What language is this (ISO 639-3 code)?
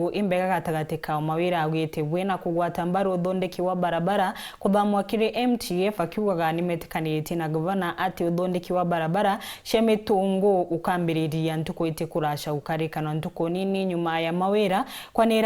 mer